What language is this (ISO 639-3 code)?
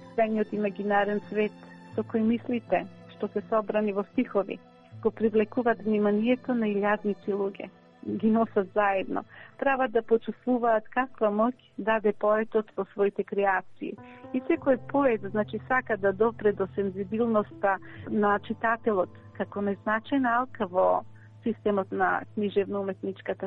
mkd